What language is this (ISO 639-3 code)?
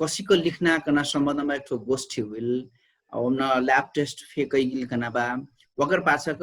thl